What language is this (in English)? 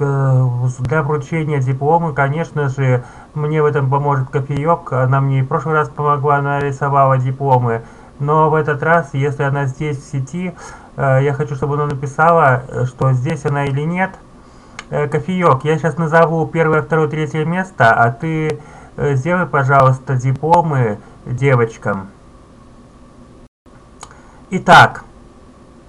Russian